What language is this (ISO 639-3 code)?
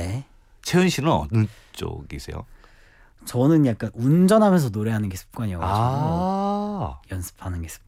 kor